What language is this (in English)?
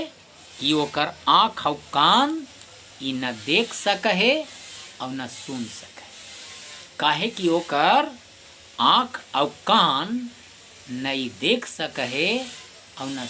Magahi